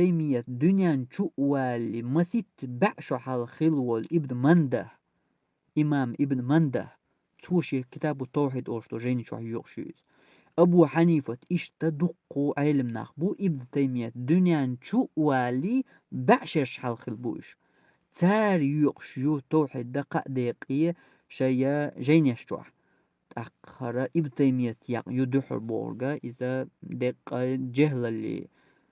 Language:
Chechen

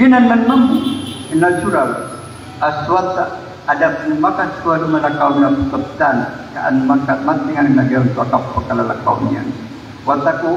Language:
Maranao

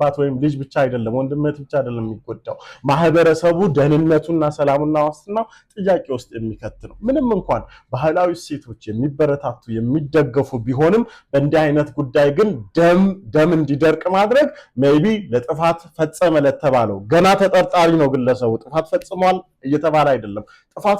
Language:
Amharic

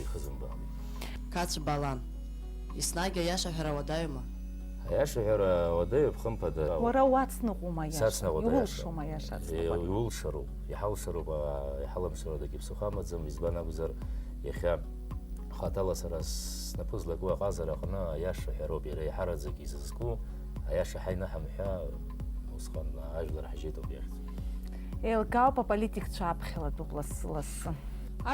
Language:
Abkhazian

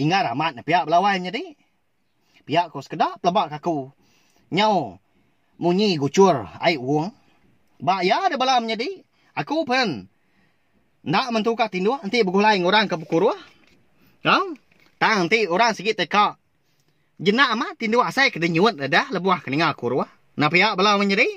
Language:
Iban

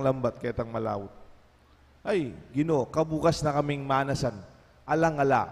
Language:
Pampanga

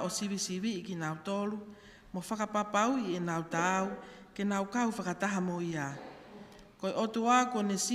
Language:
Tongan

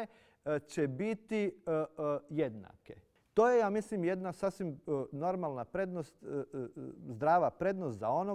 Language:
Croatian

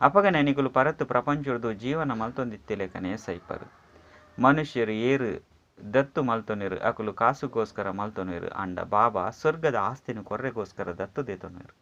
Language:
Tulu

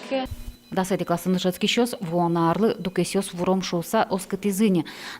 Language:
Udmurt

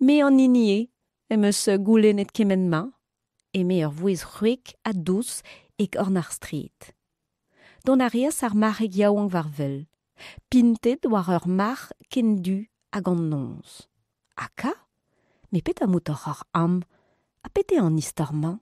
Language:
Breton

